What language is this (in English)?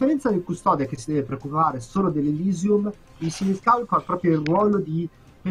Italian